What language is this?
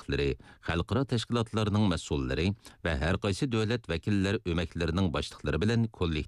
Uyghur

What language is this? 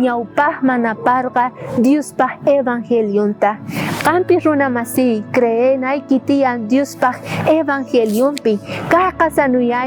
South Bolivian Quechua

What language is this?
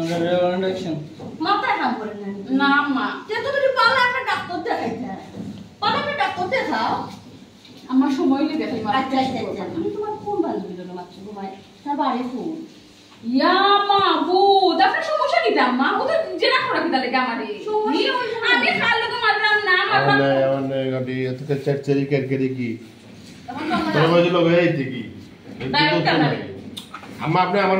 Sylheti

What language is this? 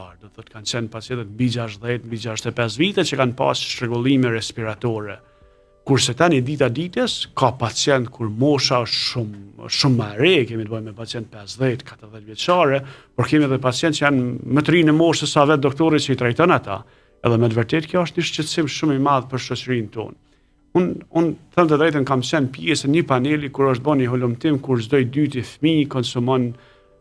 Albanian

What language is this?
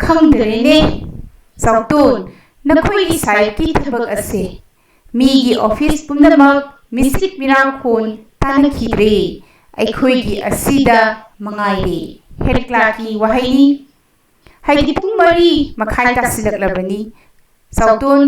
Manipuri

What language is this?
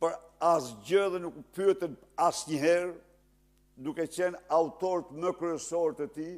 Albanian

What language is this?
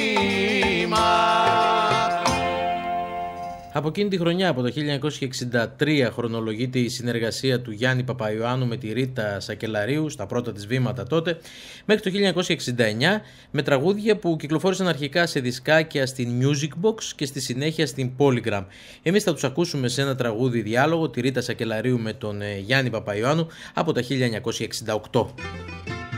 Greek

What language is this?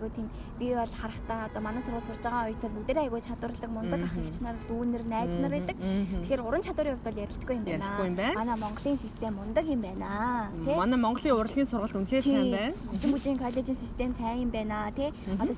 Mongolian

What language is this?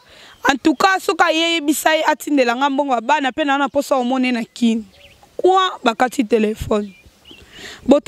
Lingala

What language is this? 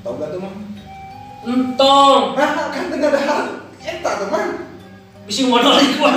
Sundanese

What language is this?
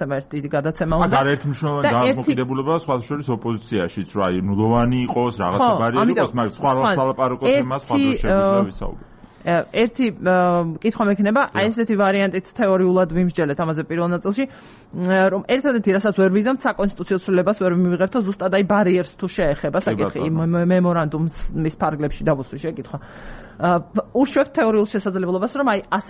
Georgian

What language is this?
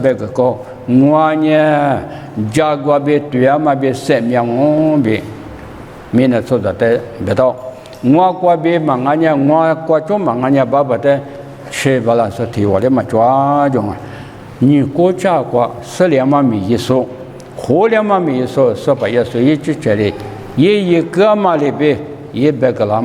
Lisu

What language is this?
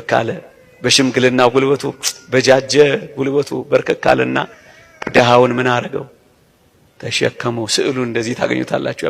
Amharic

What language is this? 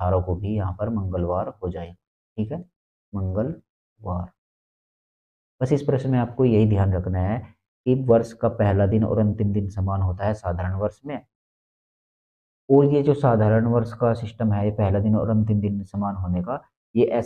Hindi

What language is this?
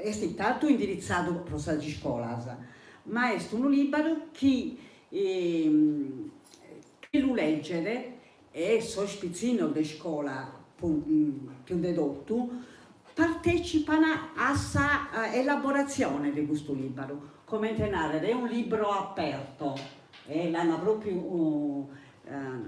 Sardinian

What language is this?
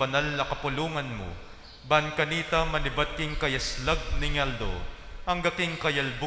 Pampanga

